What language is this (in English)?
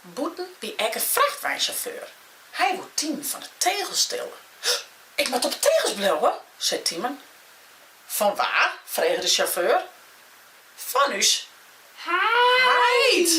Western Frisian